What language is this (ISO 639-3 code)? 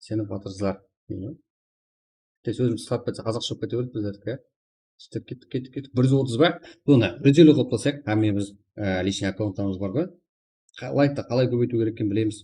kaa